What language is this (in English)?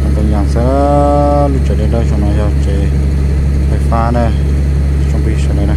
Hmong